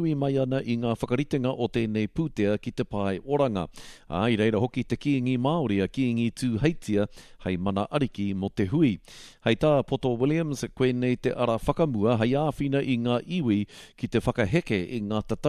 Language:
Māori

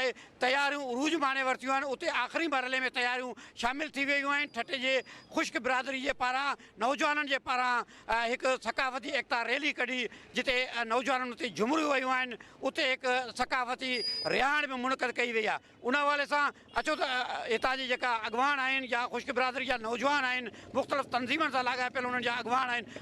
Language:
Sindhi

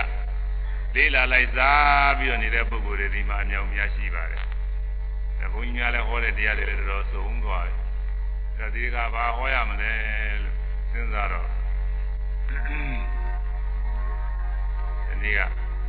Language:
Burmese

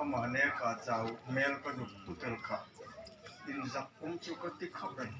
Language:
Hmar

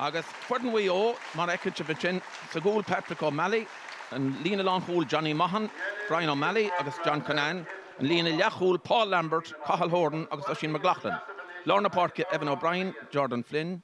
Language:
Irish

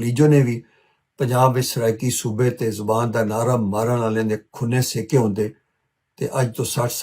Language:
Western Panjabi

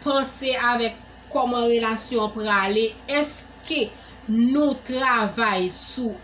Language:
Haitian Creole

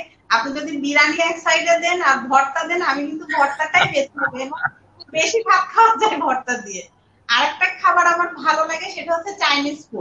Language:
Bangla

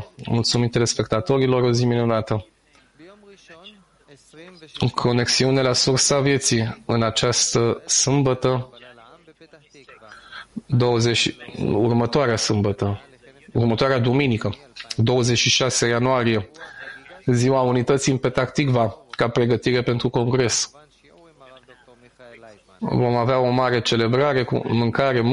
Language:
Romanian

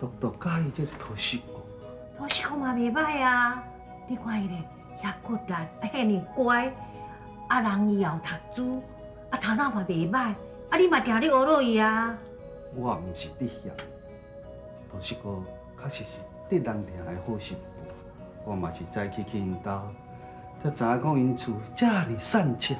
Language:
Min Nan Chinese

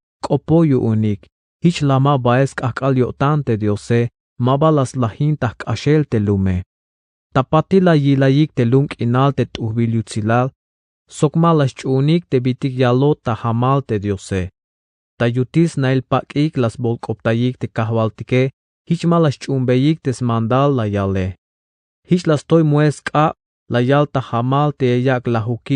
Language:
Tzeltal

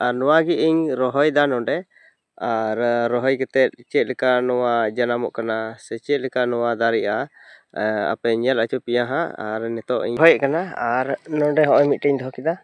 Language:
Santali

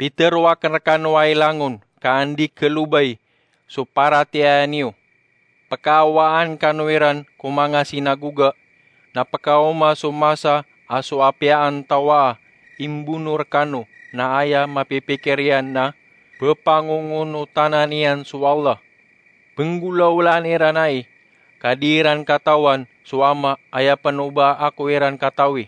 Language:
Maranao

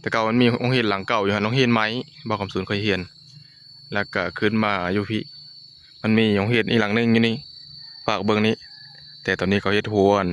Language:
Northeastern Thai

